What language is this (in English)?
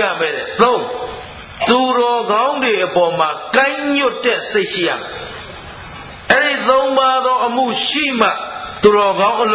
Burmese